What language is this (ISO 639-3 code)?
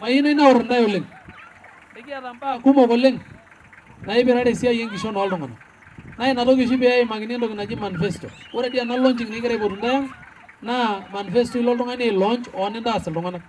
mas